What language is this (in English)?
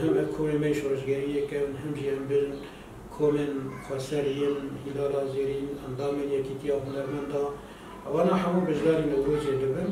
Kurdish